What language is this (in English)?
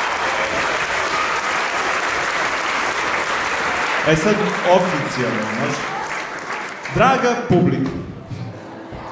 Serbian